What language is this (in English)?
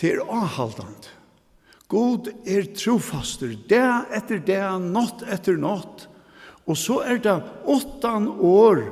Faroese